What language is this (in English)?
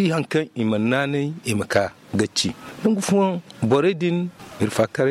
Zarma